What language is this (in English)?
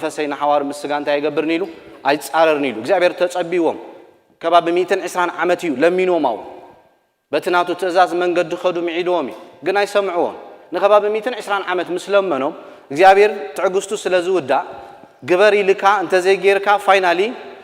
Tigrinya